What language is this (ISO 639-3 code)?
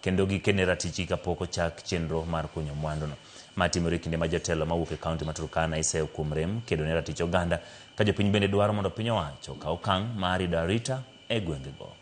luo